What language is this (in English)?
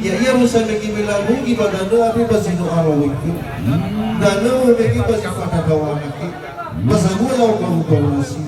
Nias